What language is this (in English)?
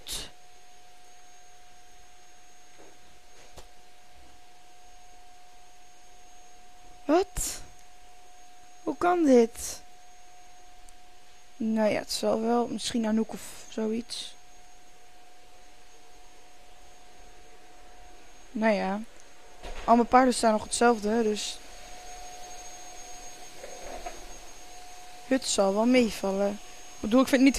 Dutch